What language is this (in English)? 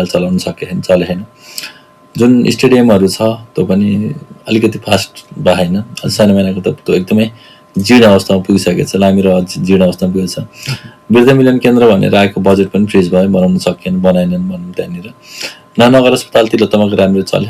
Nepali